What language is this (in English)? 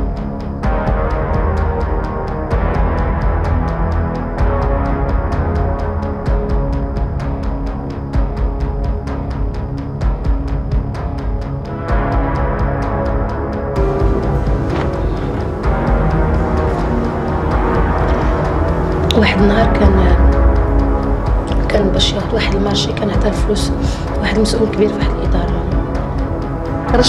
Moroccan Arabic